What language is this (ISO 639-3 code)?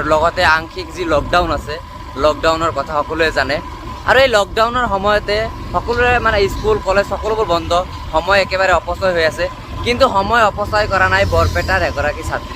asm